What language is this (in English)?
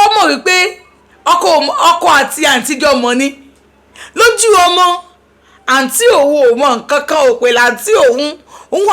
Yoruba